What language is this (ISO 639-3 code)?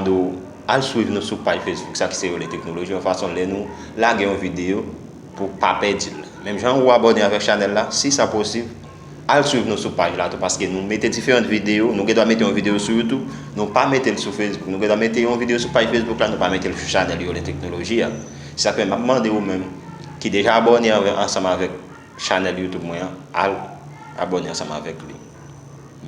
hat